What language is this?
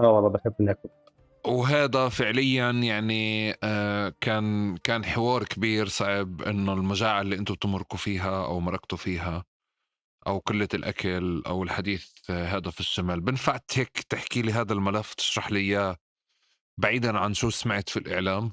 North Levantine Arabic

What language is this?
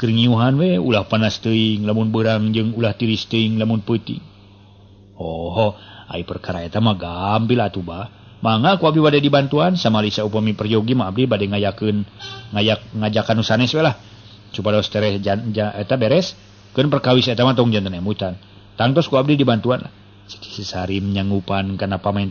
Sundanese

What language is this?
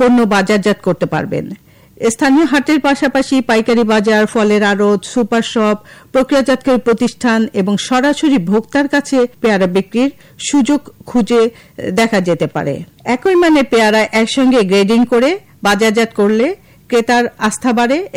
Bangla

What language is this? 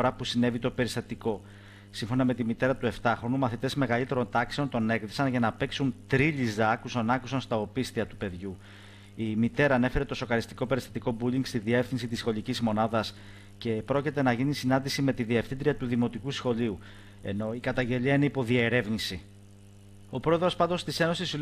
Greek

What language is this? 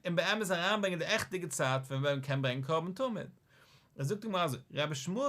Yiddish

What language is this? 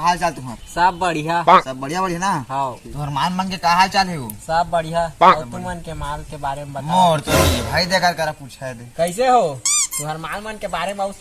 Chhattisgarhi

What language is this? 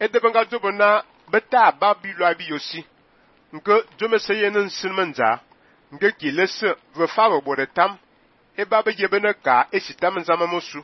Fang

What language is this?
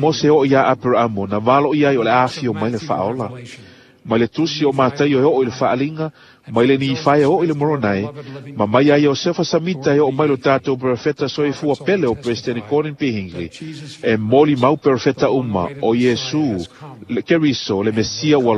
Samoan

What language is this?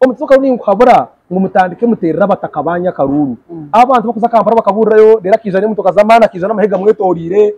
Nyankole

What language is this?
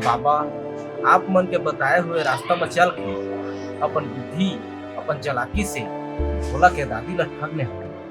Chhattisgarhi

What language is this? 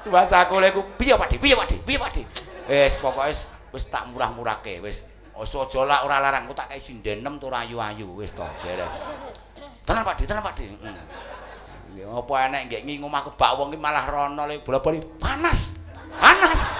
Javanese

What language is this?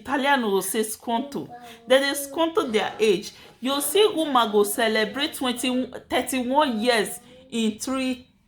Nigerian Pidgin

